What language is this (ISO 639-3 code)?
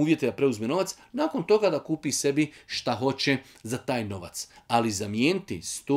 bos